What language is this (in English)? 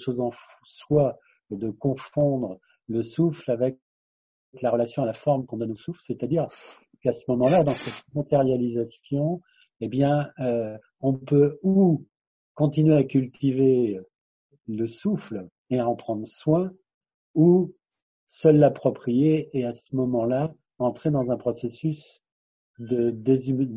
French